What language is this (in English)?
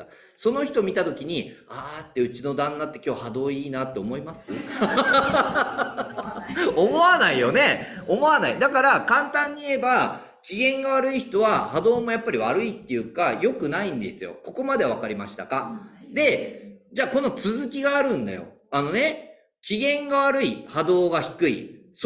Japanese